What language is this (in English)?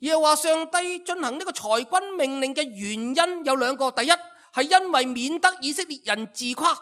Cantonese